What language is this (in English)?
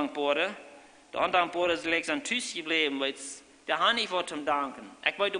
Plautdietsch